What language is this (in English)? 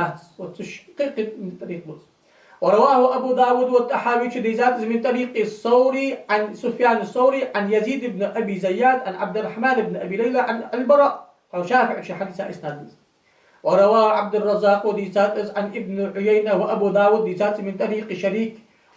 Ingush